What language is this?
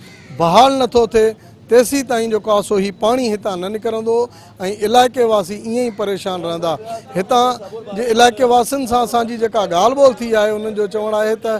Sindhi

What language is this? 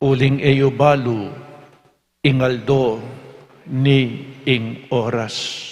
Pampanga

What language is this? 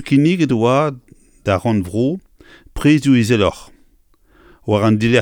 Breton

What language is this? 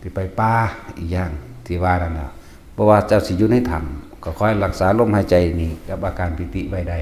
Northeastern Thai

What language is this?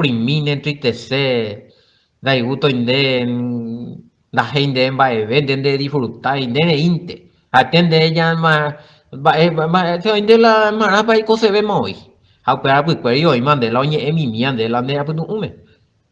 Guarani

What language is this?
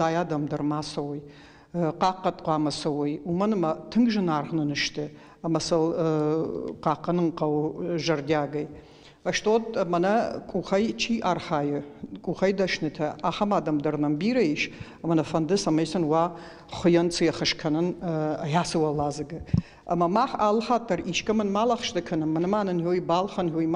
Ossetic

